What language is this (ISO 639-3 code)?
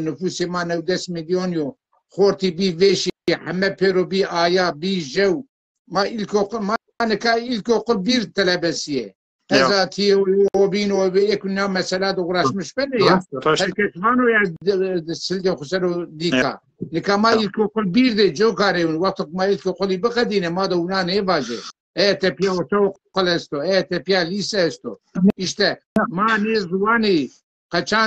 zza